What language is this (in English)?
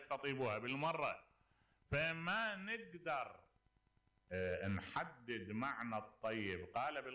Mesopotamian Arabic